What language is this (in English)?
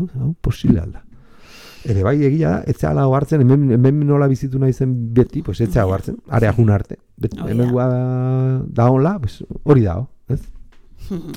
Basque